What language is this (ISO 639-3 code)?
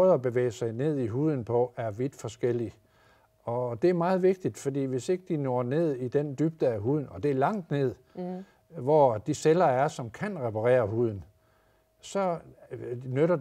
dan